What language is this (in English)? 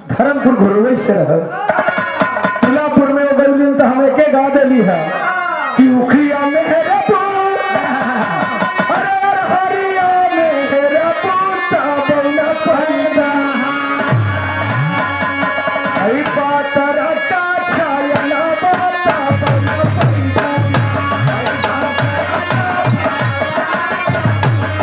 Bhojpuri